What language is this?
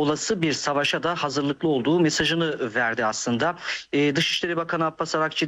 Turkish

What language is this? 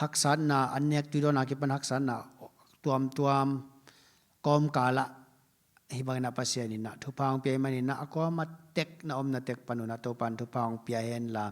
Tedim Chin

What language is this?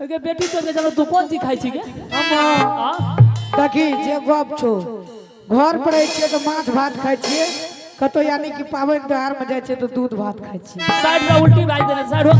Maithili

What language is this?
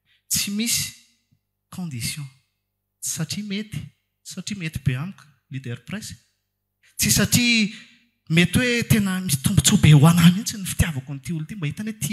Malagasy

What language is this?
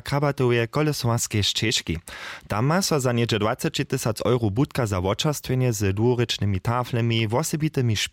Upper Sorbian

